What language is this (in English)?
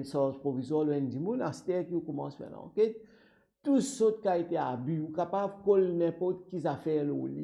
Morisyen